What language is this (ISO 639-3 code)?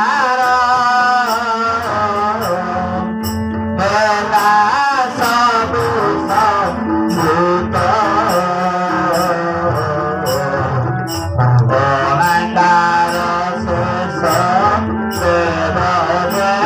ori